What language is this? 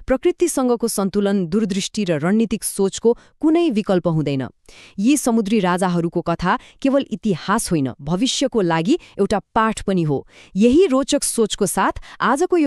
Nepali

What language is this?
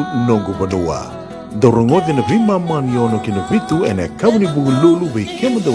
Fijian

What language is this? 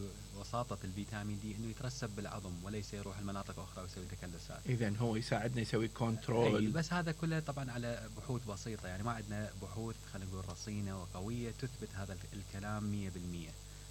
Mesopotamian Arabic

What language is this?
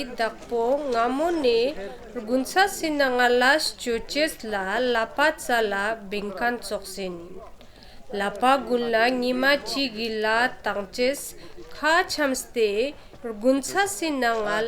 Ladakhi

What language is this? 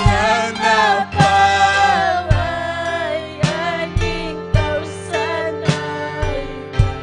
Ayacucho Quechua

